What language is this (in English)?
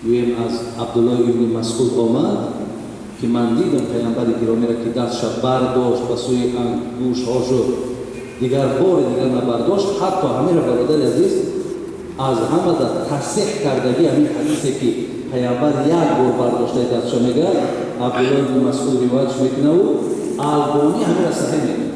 Tajik